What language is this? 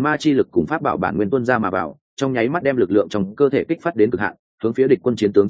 Vietnamese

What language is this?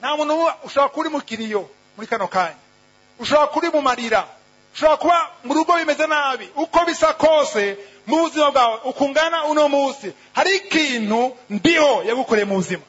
Rundi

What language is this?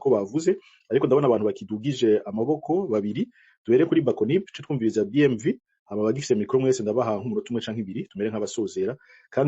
Rundi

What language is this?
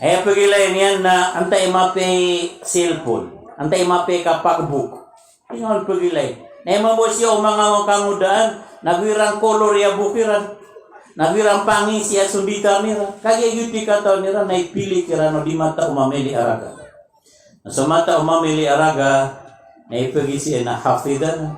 Maranao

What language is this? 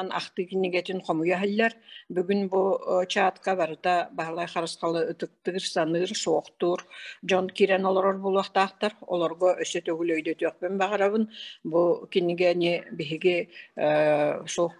Yakut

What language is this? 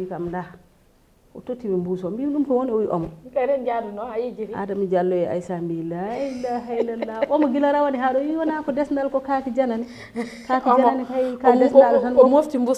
Fula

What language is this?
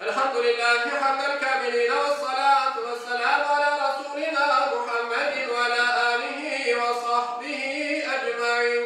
Crimean Tatar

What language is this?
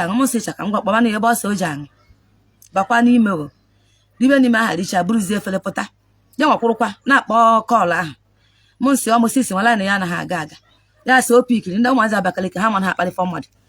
Igbo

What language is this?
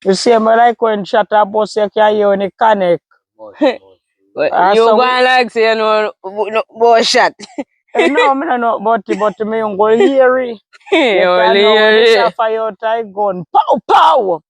Jamaican Creole English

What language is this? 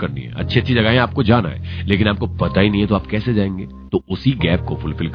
Hindi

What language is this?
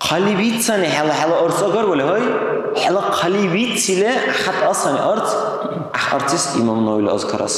Dargwa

